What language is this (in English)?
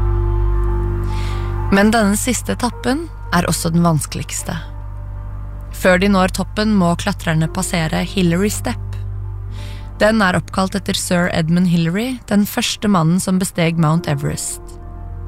Norwegian